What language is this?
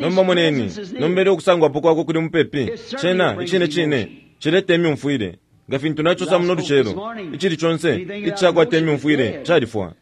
Bemba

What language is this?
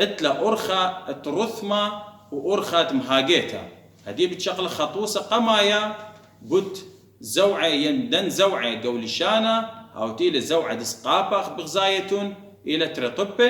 Assyrian Neo-Aramaic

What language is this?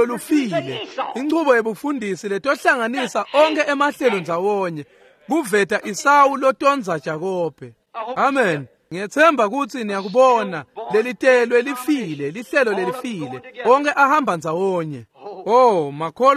Swati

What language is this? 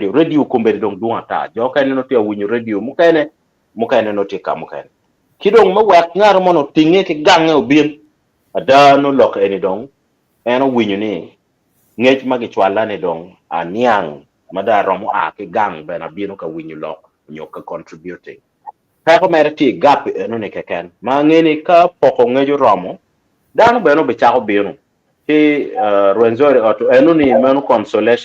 Acoli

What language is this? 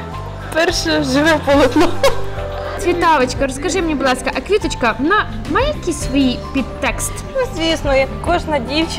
Ukrainian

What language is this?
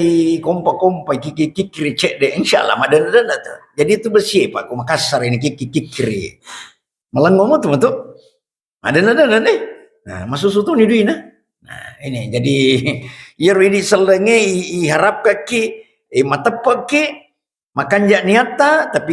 Buginese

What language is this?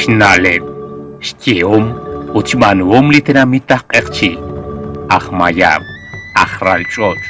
Kekchí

